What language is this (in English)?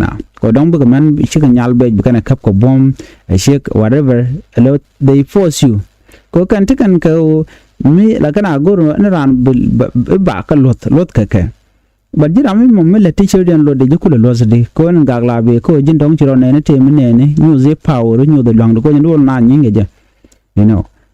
Nuer